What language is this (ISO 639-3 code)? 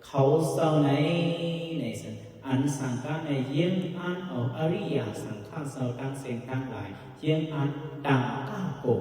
shn